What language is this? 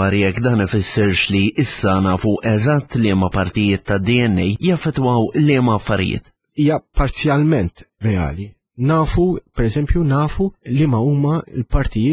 Maltese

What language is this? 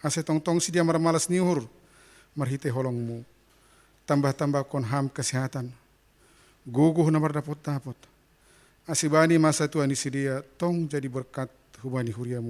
Batak Simalungun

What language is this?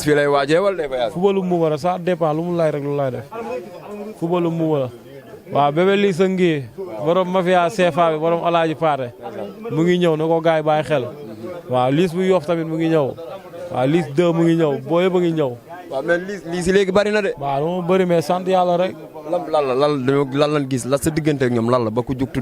Wolof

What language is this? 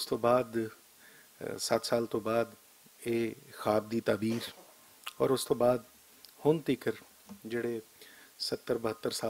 Western Panjabi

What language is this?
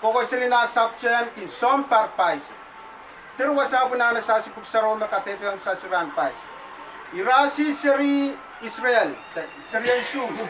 Pohnpeian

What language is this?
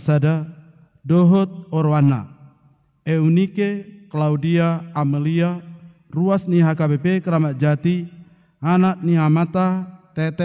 Batak Toba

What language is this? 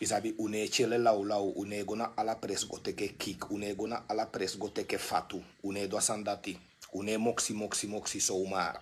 Sranan Tongo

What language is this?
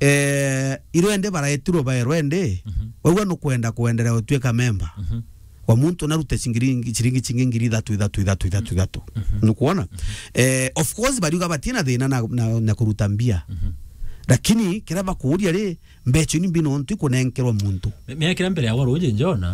Meru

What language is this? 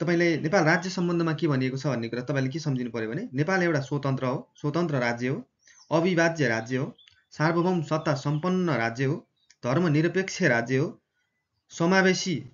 Nepali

